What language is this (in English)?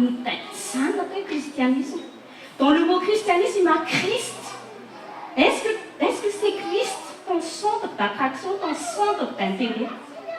Malagasy